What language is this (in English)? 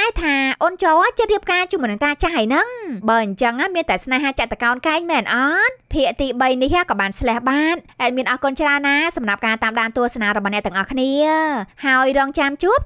Khmer